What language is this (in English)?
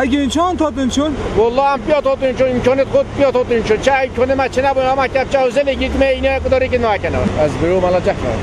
Kurdish